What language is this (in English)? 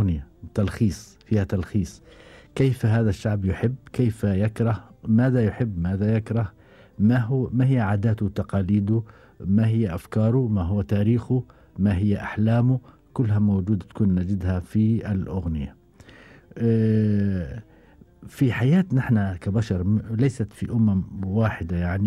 Gulf Arabic